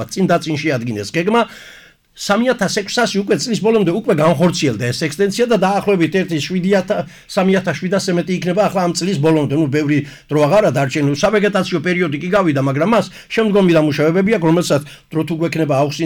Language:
Georgian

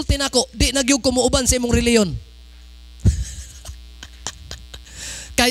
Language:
Cebuano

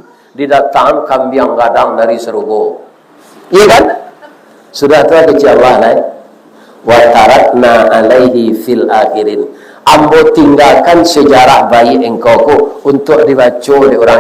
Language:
Minangkabau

